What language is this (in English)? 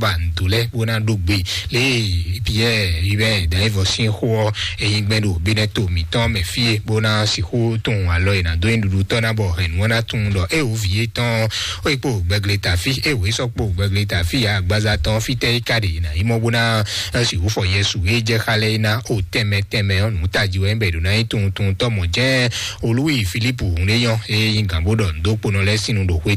Fon